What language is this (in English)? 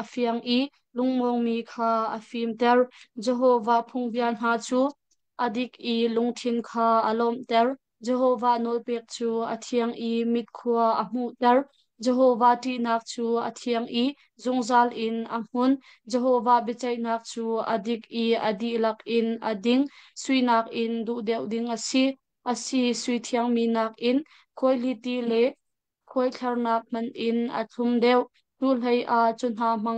Hakha Chin